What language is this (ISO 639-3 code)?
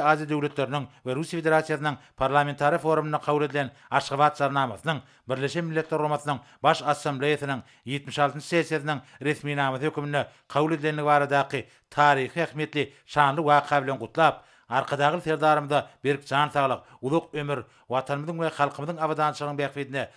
tuk